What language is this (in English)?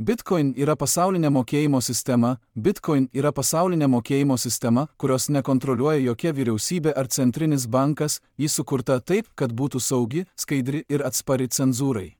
Lithuanian